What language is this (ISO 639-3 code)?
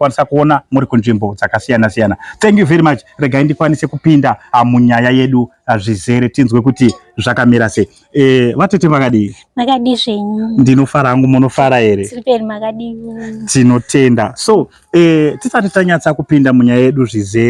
sna